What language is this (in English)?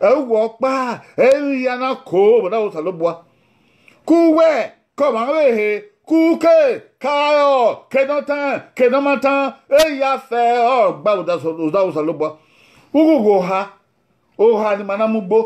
Bini